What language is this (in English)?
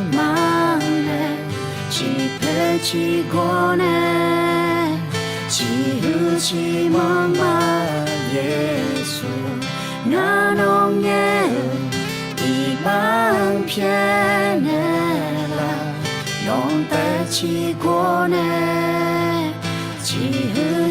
Akha